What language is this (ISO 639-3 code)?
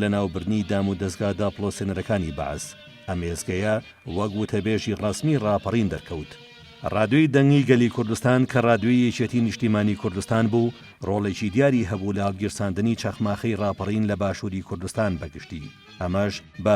ckb